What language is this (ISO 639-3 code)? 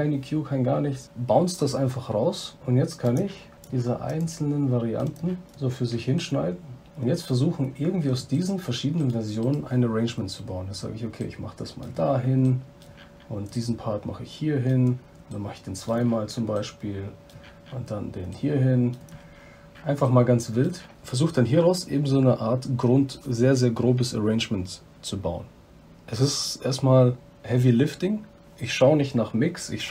deu